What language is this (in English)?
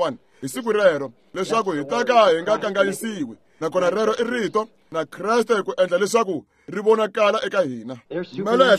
Tsonga